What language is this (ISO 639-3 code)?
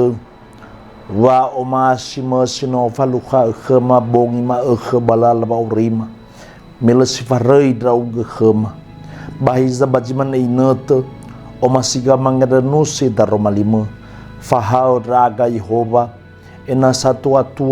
nia